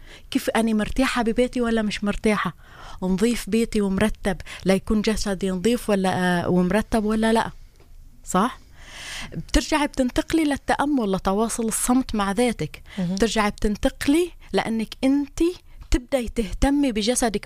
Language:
North Levantine Arabic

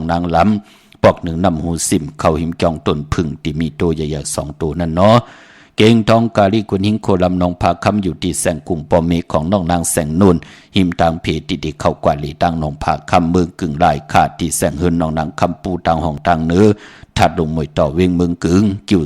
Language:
Shan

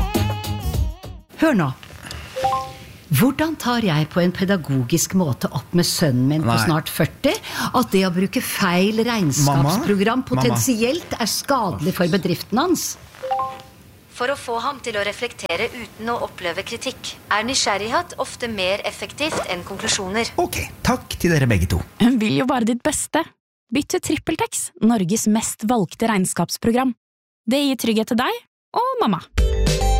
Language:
Norwegian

